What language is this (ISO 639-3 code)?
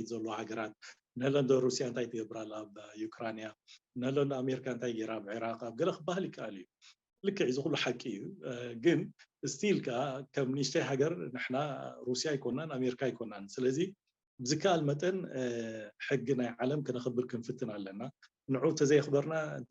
tir